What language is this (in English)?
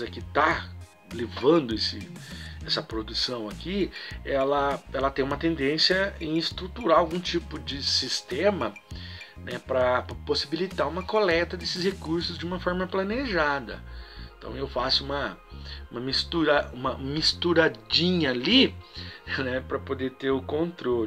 Portuguese